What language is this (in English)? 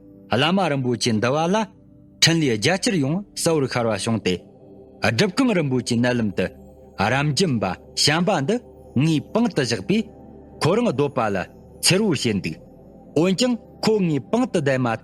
Tibetan